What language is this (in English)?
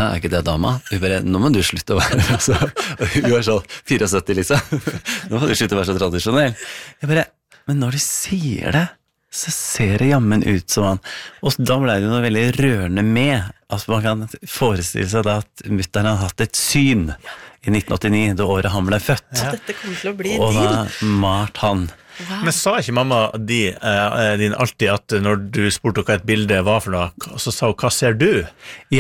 Norwegian